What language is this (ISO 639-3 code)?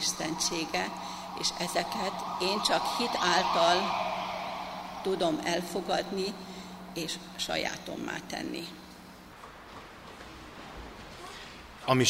hun